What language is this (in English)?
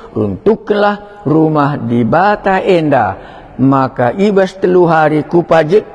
Batak Karo